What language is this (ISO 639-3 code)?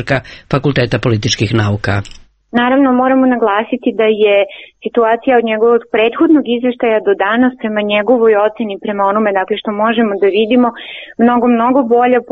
srp